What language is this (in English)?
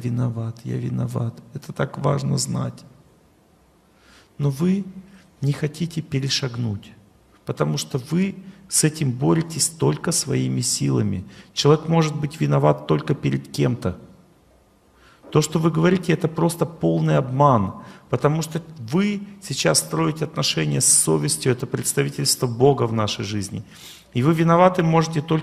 Russian